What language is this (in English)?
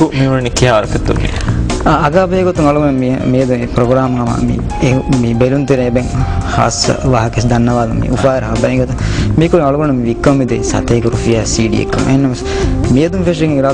Divehi